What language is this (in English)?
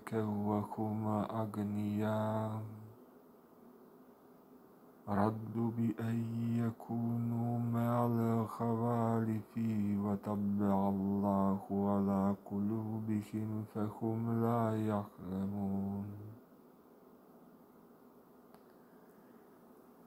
Arabic